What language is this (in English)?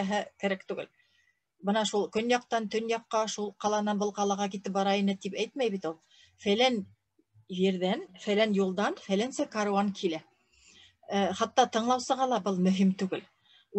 Bashkir